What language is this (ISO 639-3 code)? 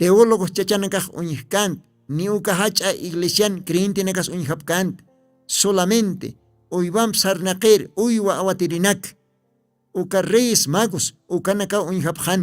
aym